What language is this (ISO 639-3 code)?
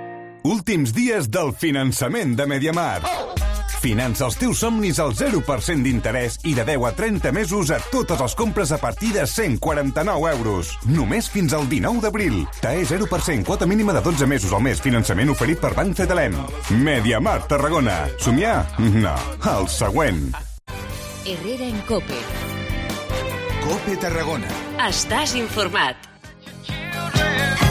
cat